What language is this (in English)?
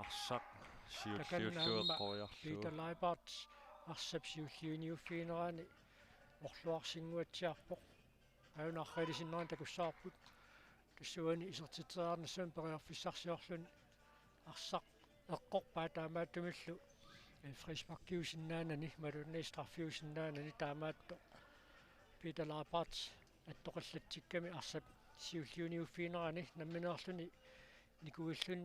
Kalaallisut